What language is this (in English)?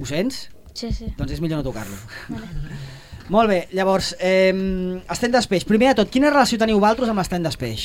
Catalan